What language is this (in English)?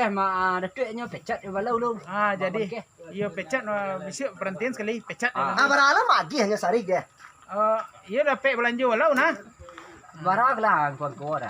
Minangkabau